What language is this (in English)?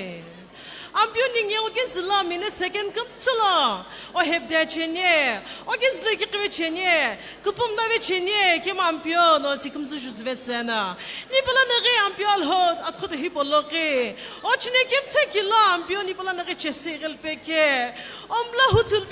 Sumi Naga